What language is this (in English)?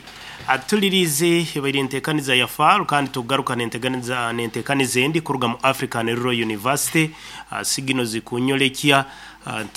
Nyoro